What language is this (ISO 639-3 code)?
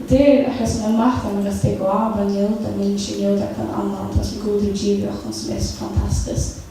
fao